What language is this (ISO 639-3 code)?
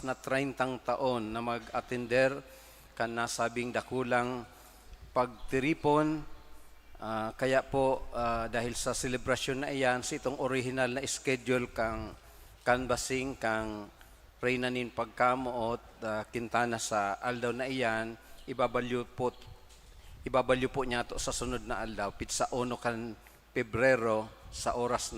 bik